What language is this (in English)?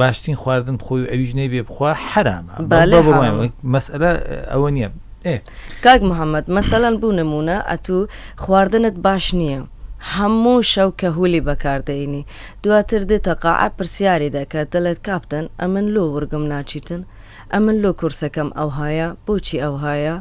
Central Kurdish